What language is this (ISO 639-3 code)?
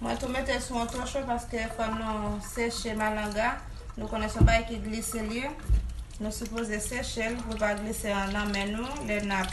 hat